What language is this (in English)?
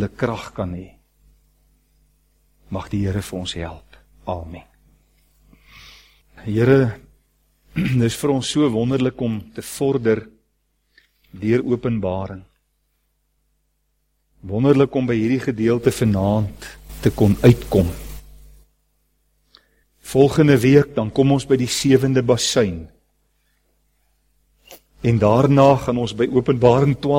Afrikaans